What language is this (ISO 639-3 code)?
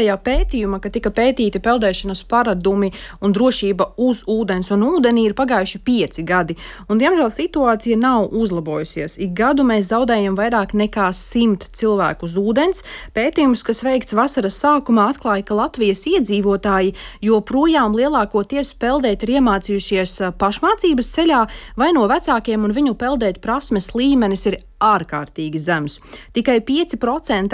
lav